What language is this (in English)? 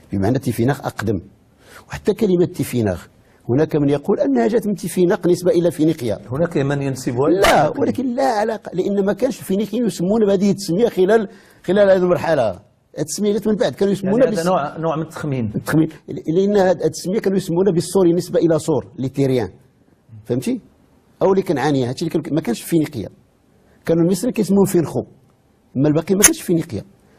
Moroccan Arabic